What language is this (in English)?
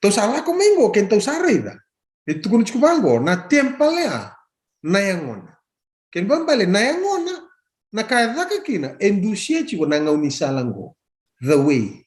Fijian